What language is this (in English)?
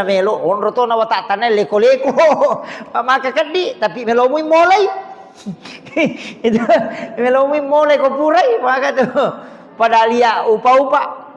Buginese